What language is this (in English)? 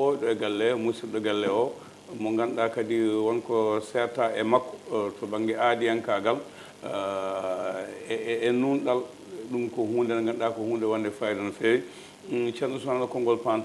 Fula